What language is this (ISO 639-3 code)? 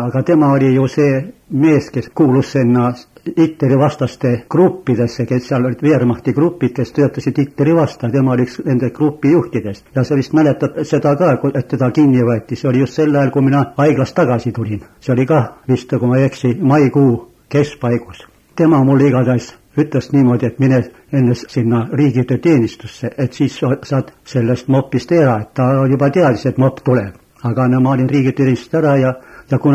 est